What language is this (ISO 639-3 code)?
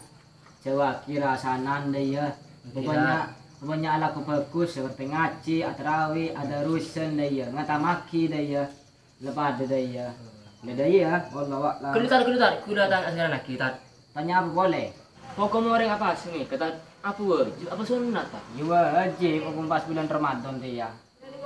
mad